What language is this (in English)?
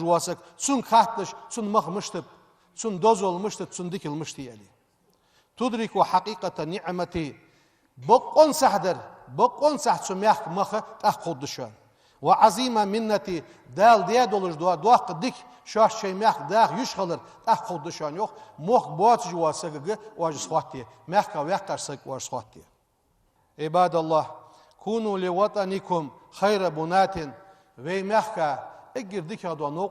Ingush